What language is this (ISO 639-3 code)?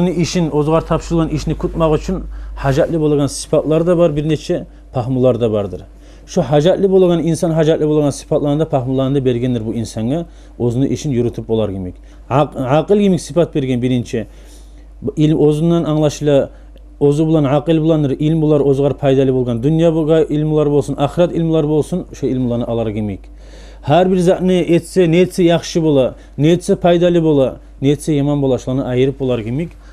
kum